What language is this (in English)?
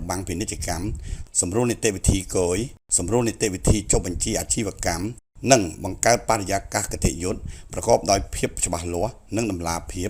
Khmer